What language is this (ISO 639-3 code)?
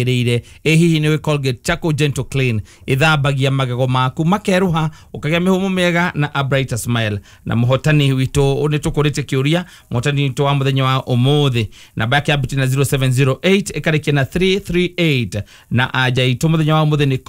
kik